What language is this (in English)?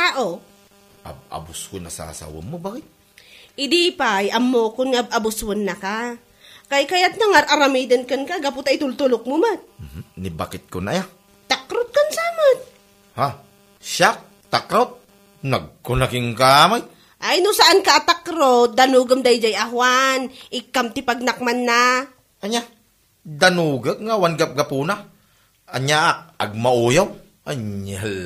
Iloko